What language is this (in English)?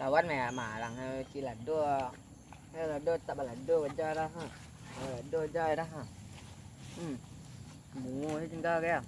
Minangkabau